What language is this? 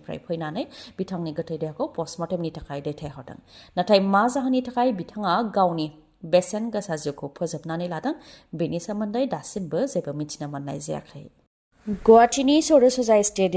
Bodo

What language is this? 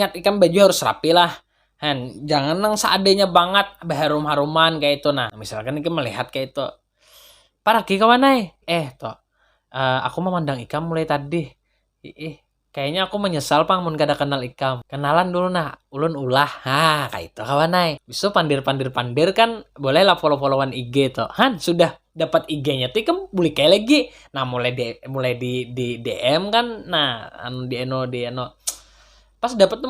Banjar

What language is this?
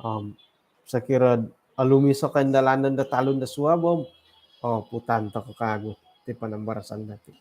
Central Dusun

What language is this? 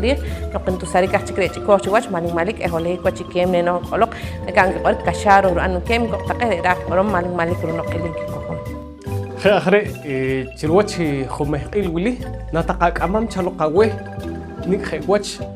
Poqomchi'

